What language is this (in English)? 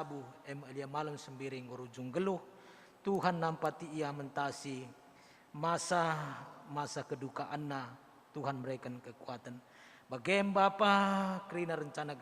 Batak Karo